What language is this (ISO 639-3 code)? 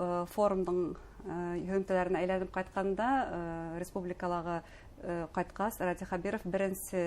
bak